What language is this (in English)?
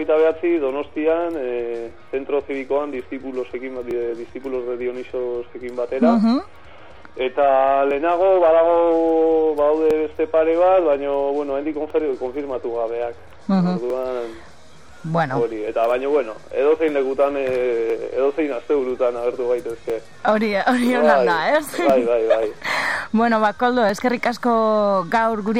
Basque